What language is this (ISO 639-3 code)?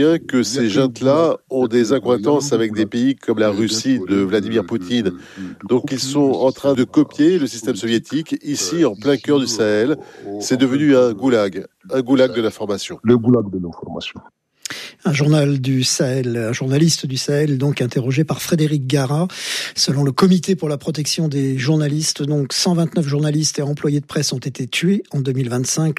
fra